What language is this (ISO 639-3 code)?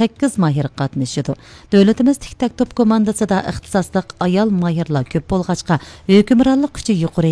uig